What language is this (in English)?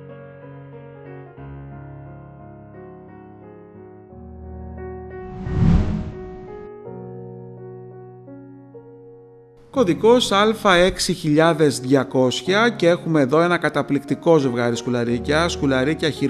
Greek